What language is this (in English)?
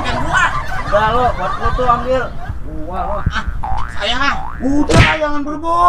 Betawi